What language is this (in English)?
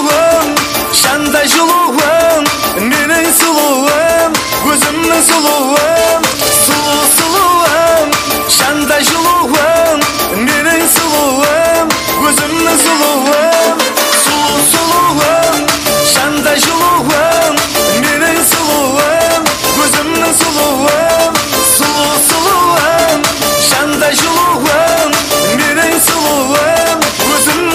Kara-Kalpak